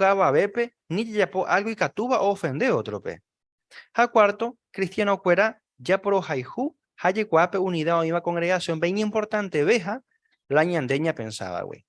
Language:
Guarani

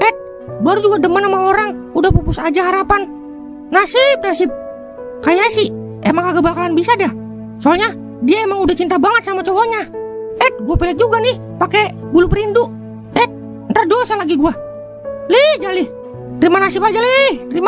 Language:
Betawi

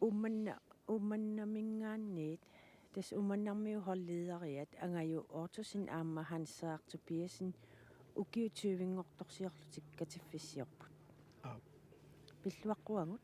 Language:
Kalaallisut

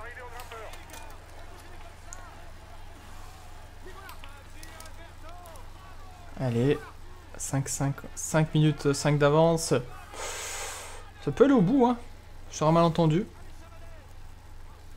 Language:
French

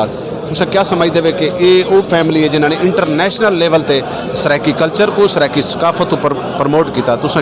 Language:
Saraiki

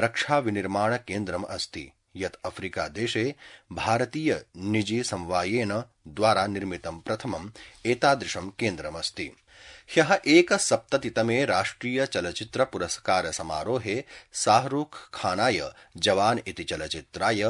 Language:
Sanskrit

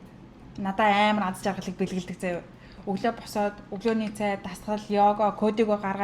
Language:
Mongolian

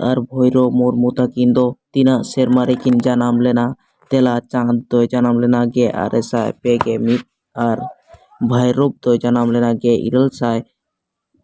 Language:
Santali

